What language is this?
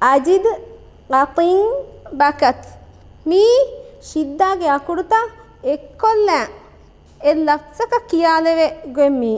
Divehi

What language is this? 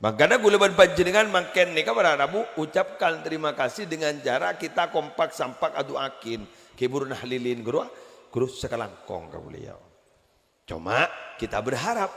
Madurese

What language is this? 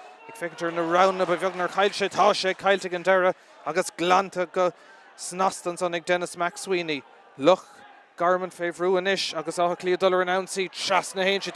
Irish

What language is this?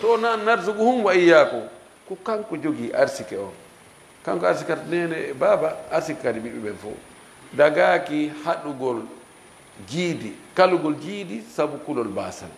Fula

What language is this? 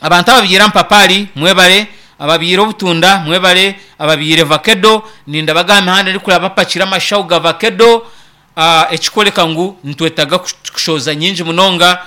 Nyankole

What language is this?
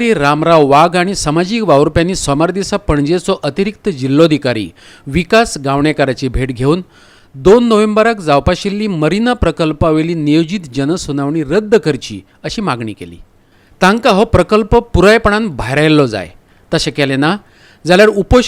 Konkani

